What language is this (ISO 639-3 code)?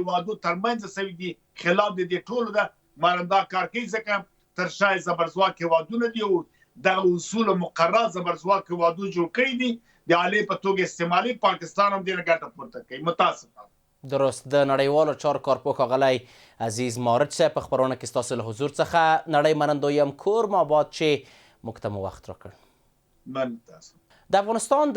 pus